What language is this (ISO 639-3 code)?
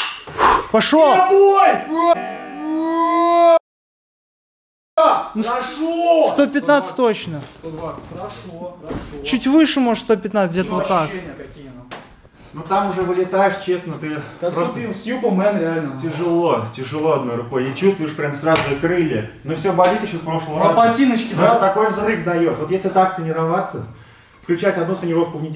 rus